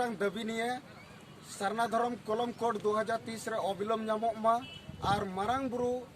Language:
Santali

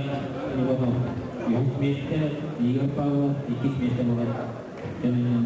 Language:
Yakut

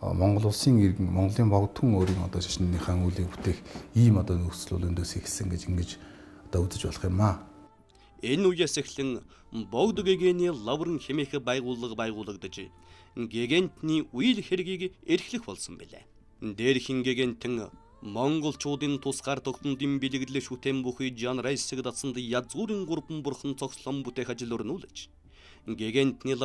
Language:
Mongolian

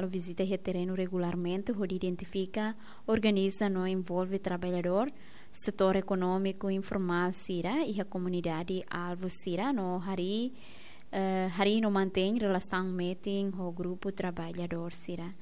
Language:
Tetum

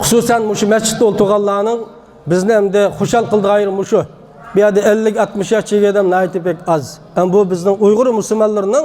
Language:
Uyghur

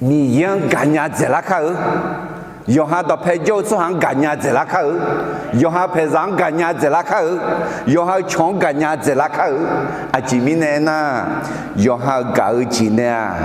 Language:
Akha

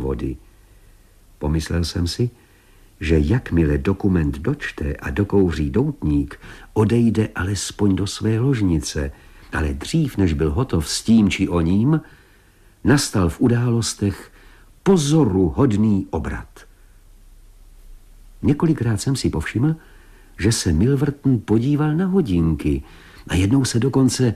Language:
Czech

